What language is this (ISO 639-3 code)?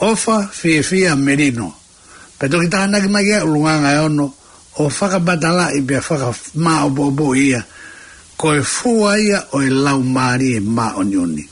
ton